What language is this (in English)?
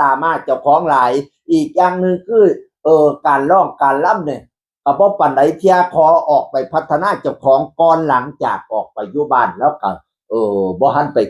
Northeastern Thai